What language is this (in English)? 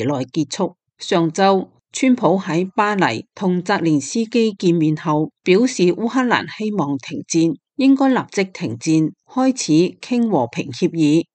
Cantonese